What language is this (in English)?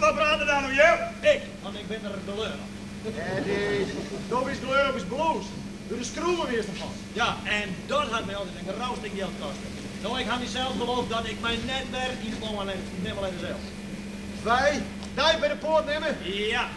Western Frisian